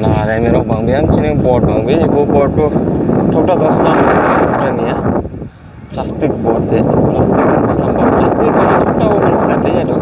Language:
Dimasa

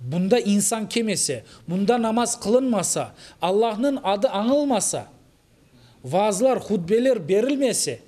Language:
Crimean Tatar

